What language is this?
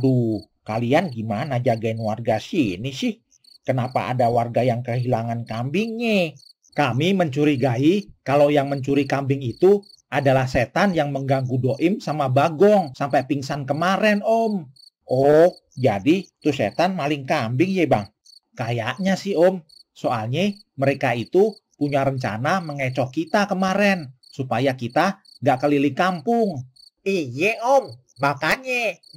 Betawi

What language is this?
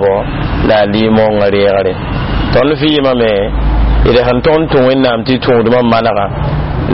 Mossi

